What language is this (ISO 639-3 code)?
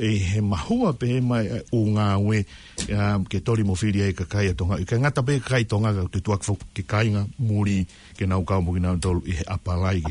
ton